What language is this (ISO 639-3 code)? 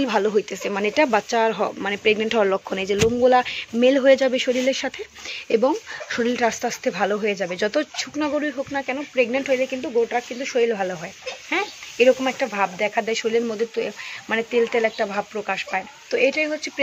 ben